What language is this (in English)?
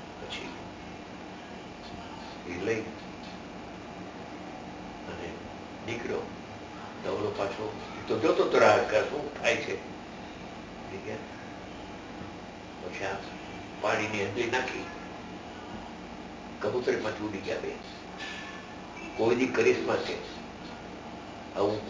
Gujarati